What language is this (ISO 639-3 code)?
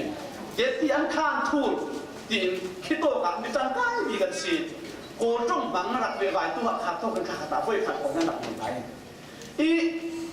cfm